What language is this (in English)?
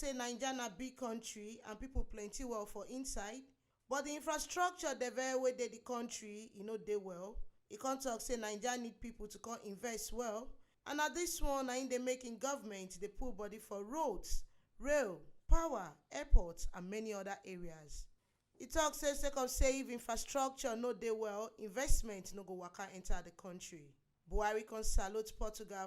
Nigerian Pidgin